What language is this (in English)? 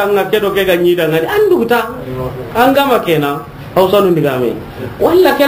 Soninke